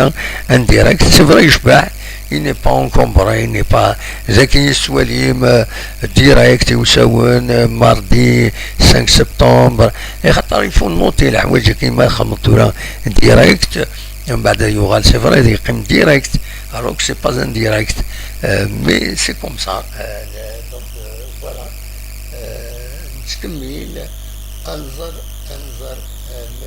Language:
Kabyle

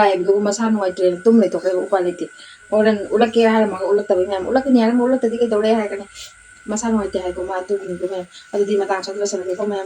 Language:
Manipuri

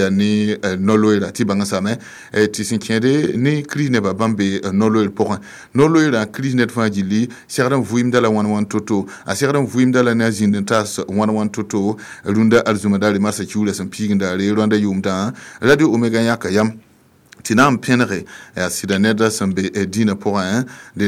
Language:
Mossi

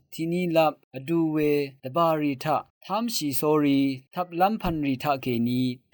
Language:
Rawang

